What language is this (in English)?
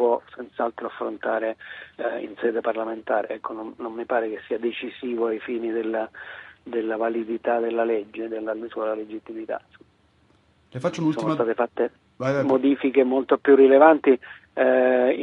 Italian